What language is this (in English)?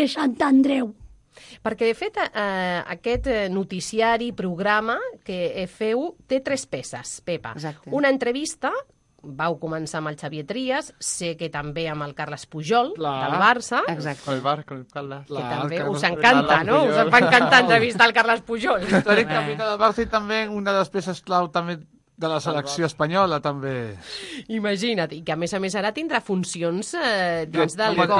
Catalan